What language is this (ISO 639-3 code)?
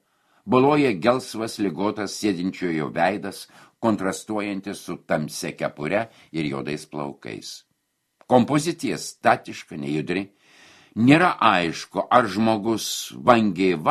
lit